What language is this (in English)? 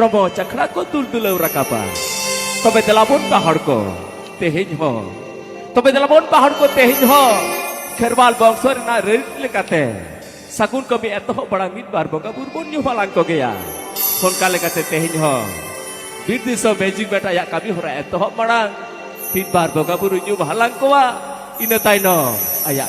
Santali